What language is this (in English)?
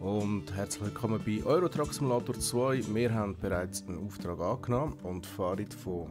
Swiss German